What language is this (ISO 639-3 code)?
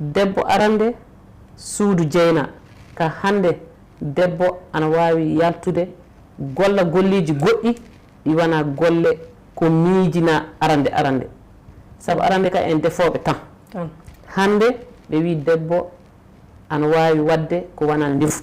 ful